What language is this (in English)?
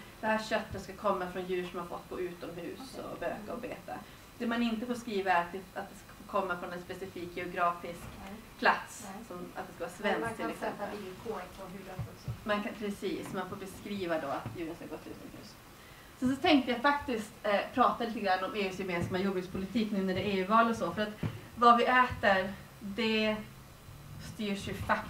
Swedish